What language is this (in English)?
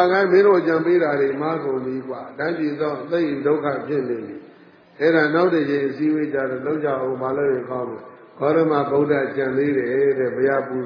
Burmese